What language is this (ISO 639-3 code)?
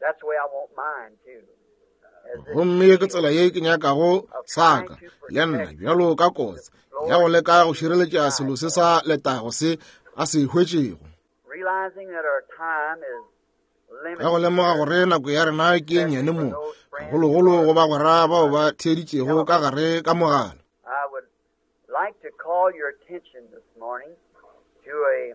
nso